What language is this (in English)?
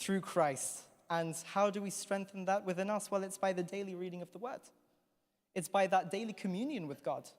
English